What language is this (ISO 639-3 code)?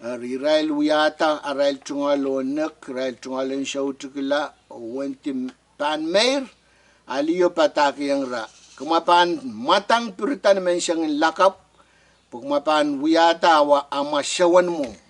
pon